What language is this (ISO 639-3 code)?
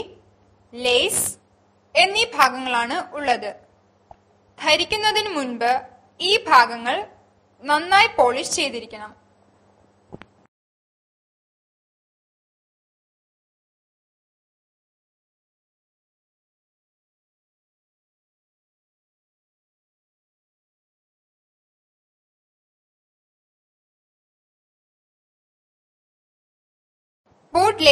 mal